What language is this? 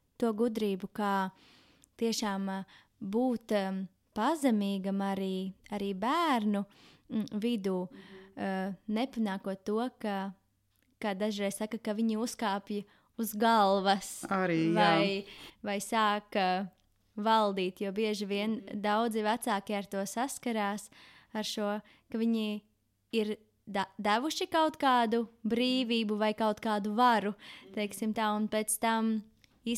Latvian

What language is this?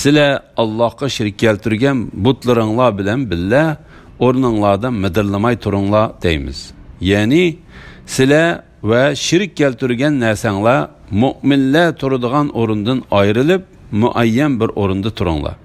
Uyghur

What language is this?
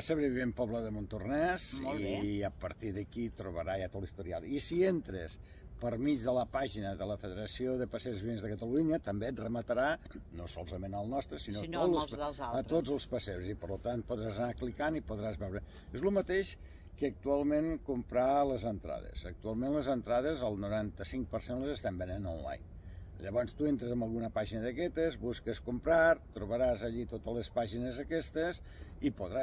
Catalan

